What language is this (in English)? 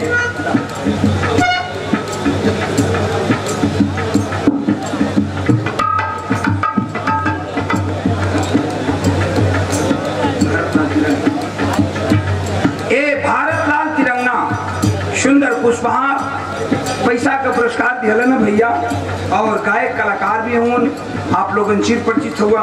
Bhojpuri